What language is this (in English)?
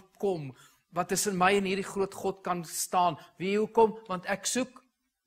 Afrikaans